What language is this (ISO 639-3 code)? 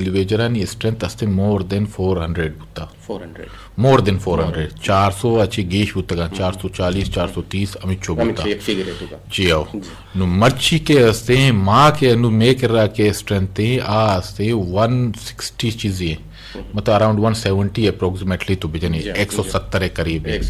bgp